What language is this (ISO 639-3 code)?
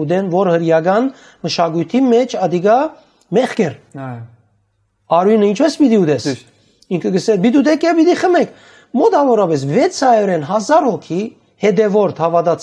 hyw